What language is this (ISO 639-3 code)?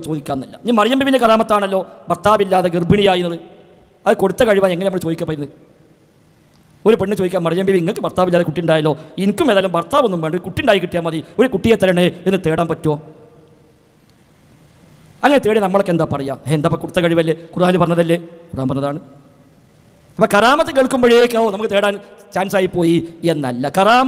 mal